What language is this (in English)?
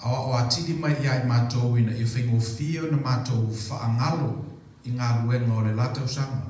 Samoan